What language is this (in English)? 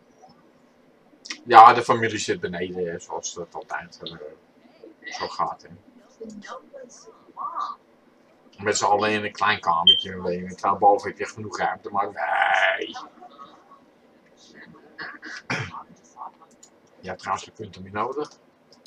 Dutch